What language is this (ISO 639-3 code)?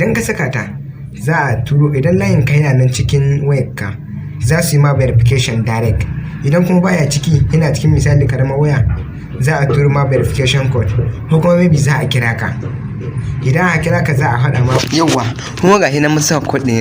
hau